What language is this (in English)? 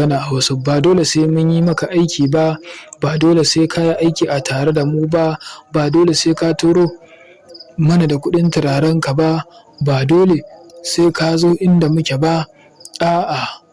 Hausa